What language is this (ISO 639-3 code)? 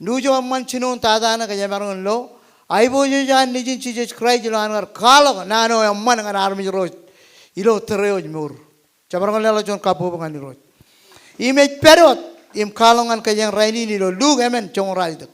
mah